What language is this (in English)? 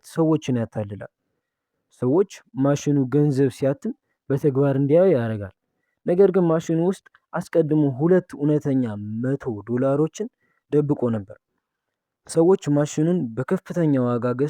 Amharic